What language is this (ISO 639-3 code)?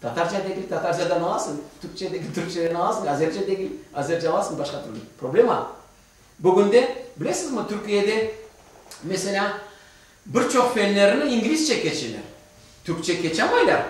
crh